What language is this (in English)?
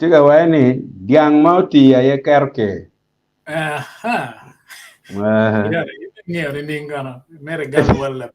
Acoli